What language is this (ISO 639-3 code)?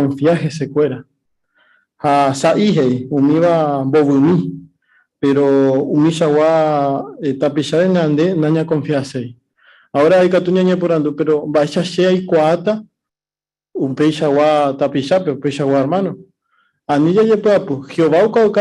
grn